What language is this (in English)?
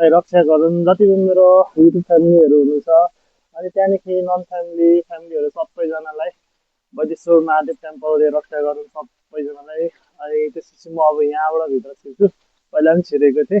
Nepali